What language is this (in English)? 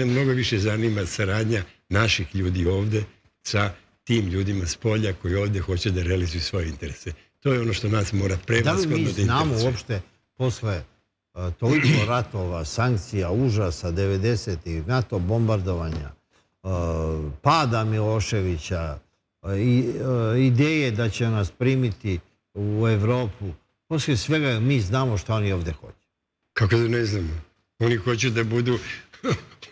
Serbian